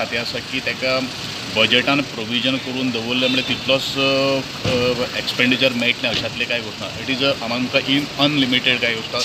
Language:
Konkani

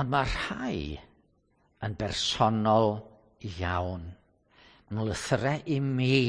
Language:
Welsh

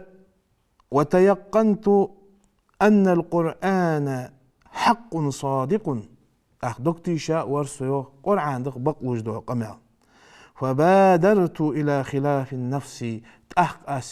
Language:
Ingush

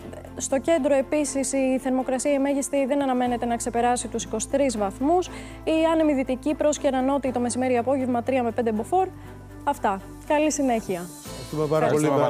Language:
Greek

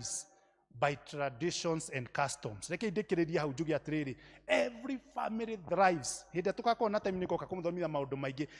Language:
Kikuyu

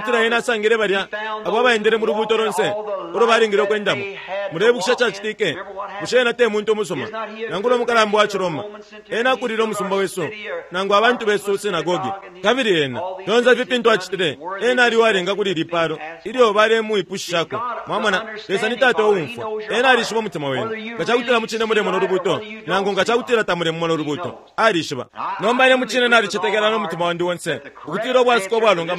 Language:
Bemba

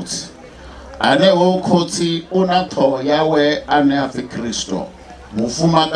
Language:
Venda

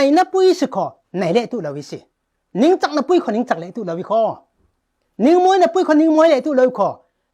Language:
Falam Chin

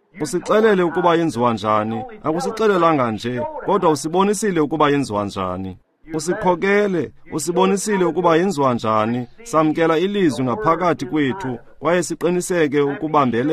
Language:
Xhosa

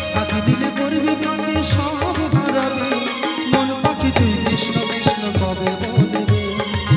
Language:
Bangla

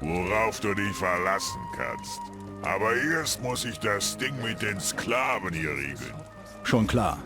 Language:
Bavarian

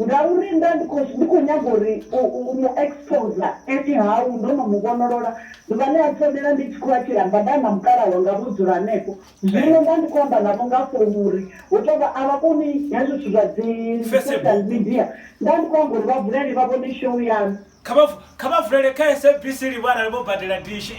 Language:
Venda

